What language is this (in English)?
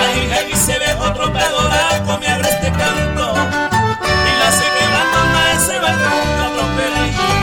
Guarani